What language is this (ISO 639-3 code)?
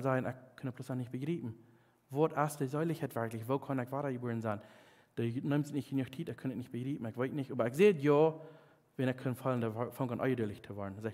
pdt